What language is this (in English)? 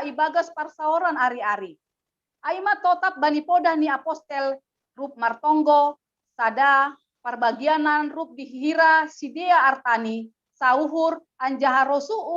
Batak Simalungun